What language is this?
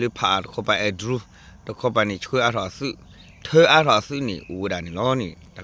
S'gaw Karen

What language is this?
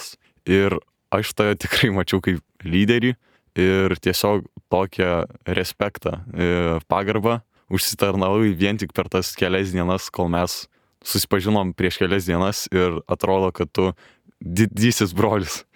Lithuanian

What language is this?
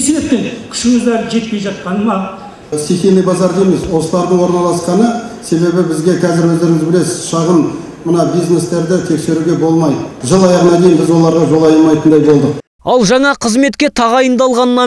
Kazakh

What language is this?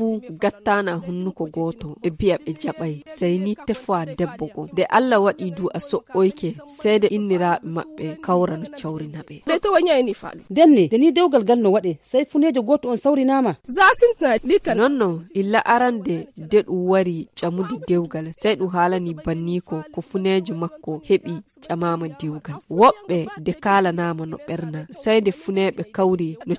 Nigerian Fulfulde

